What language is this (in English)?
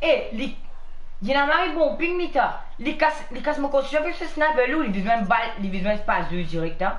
Morisyen